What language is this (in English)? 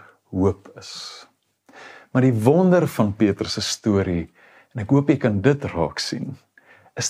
Afrikaans